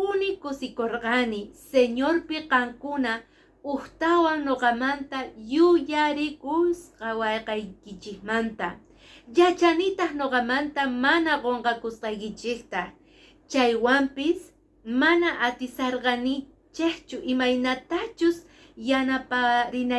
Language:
Quechua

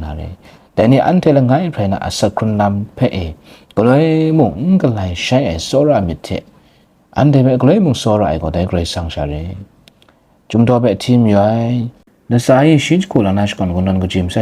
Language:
Kachin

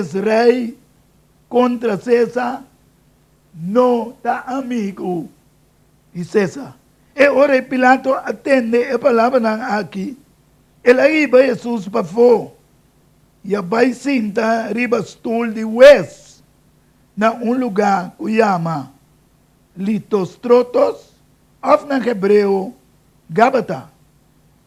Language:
Papiamento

